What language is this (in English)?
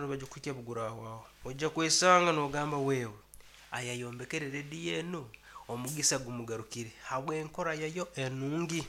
Nyankole